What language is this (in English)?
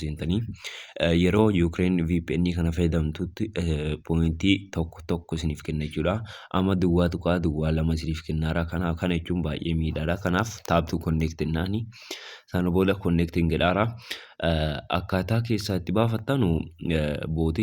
Oromo